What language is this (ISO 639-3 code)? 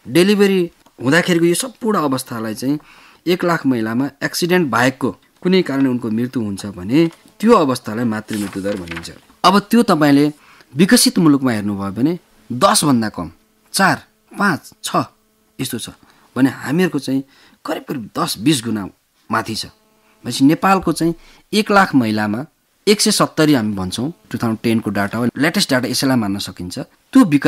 nep